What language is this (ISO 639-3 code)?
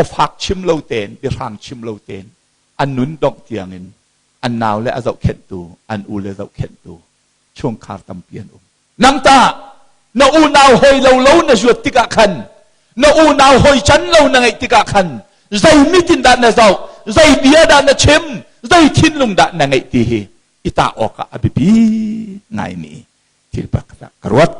cnh